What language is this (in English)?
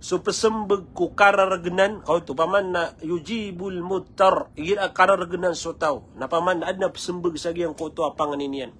Maranao